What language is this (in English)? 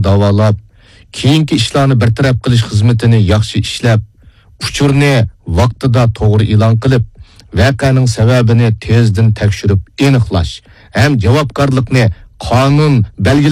Uyghur